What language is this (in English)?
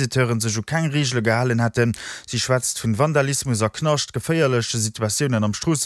Luxembourgish